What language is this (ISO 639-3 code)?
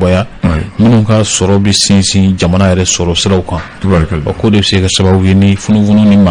bam